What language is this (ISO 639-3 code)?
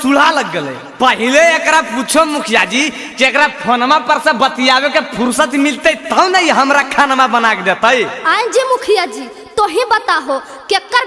mag